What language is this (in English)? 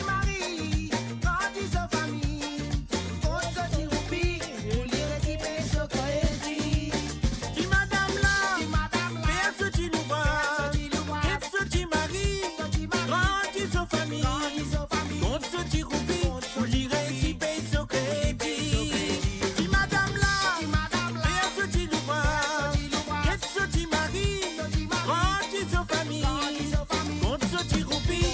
Morisyen